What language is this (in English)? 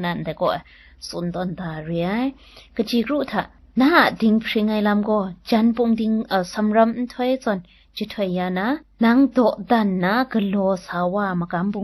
Kachin